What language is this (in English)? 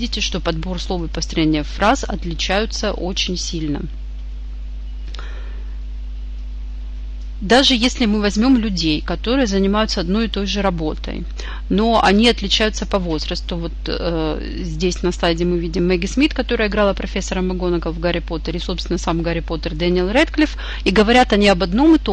Russian